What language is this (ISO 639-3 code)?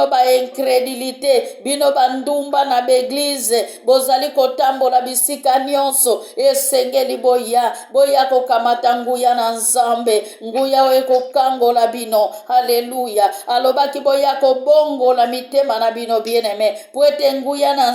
lin